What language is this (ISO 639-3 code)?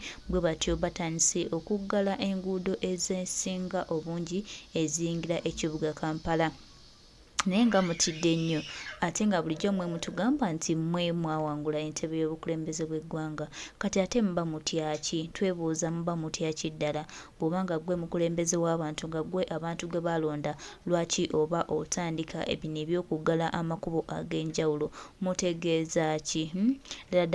lug